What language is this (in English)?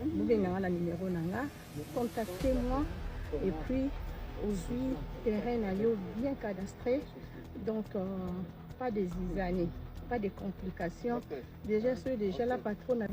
Lingala